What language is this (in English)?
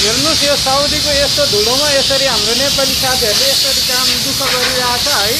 Nepali